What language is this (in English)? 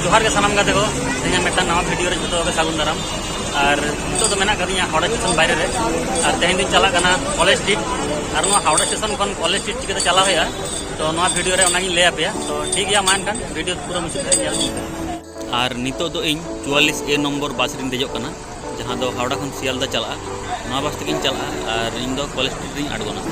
Santali